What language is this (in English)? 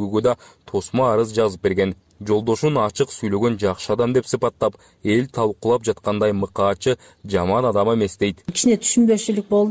Kyrgyz